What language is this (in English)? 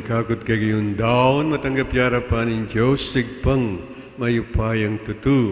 Pampanga